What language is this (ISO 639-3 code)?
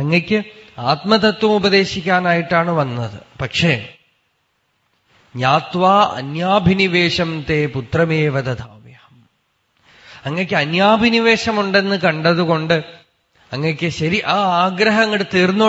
mal